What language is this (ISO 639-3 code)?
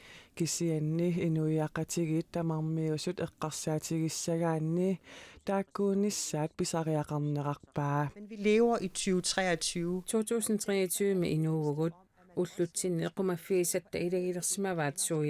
kal